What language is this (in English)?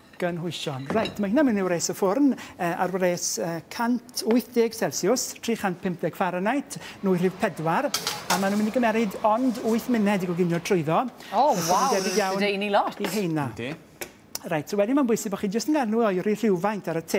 Welsh